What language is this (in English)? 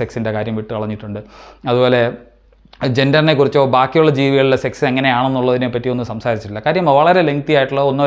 Malayalam